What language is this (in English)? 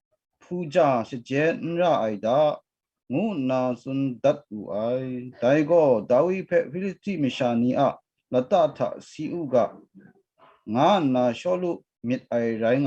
Kachin